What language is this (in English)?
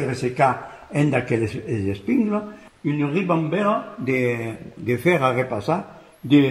Occitan